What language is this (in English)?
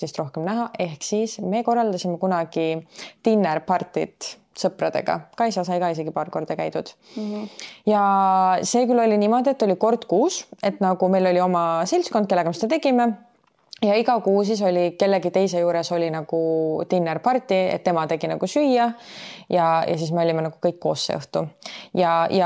Estonian